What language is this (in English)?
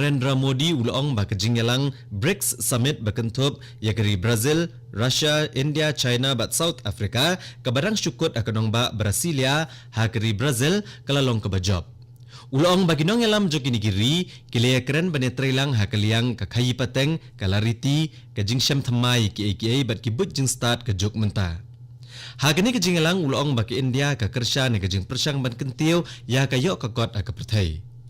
Khasi